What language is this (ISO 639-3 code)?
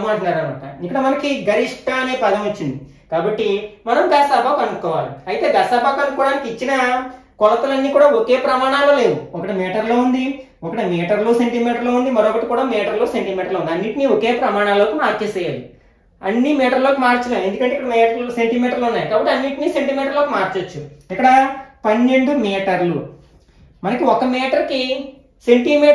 tel